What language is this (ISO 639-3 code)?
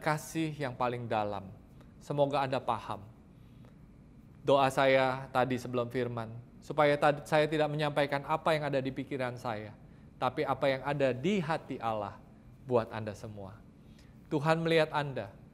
ind